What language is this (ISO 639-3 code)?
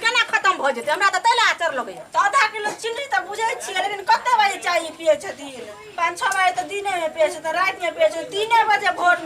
mai